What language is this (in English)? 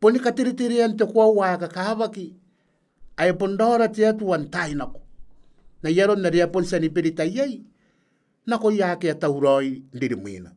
Gilbertese